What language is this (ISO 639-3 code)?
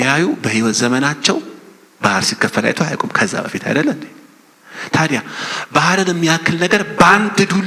amh